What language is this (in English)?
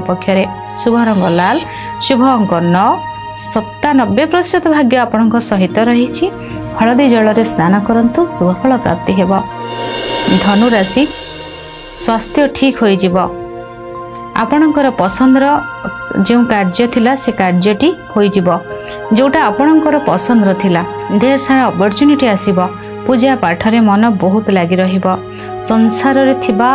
Odia